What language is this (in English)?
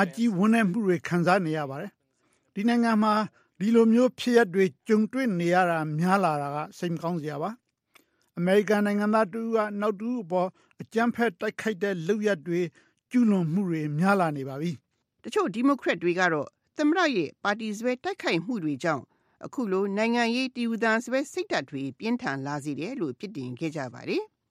Burmese